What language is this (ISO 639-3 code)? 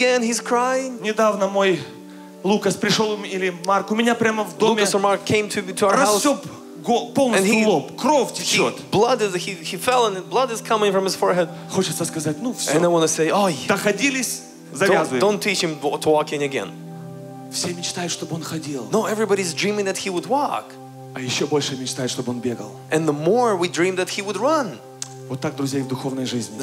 rus